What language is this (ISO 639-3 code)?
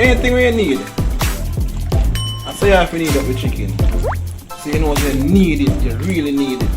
jam